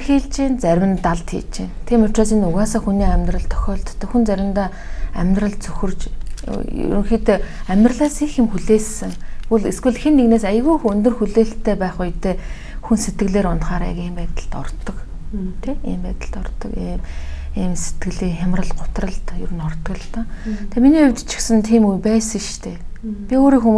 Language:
Mongolian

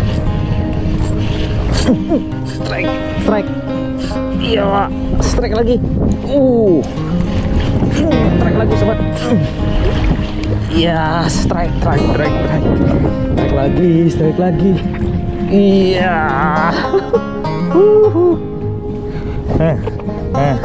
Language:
Indonesian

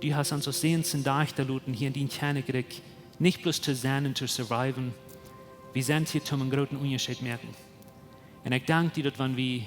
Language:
Plautdietsch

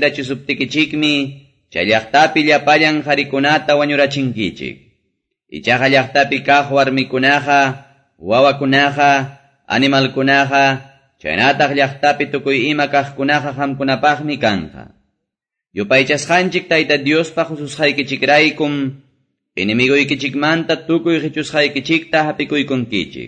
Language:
Quechua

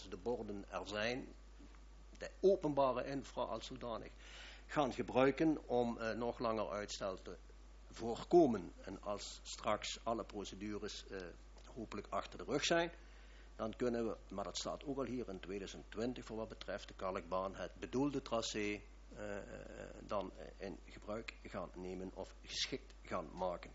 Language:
Dutch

